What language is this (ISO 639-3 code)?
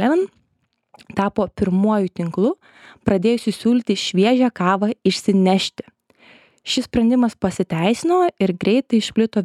lit